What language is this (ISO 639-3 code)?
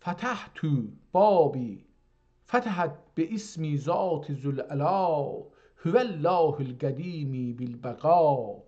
azb